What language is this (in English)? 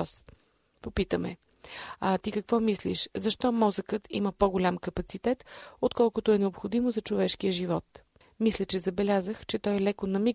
Bulgarian